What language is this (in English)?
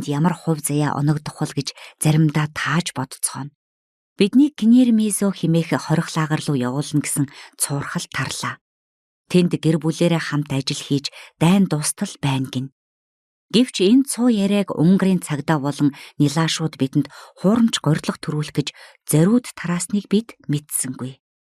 Mongolian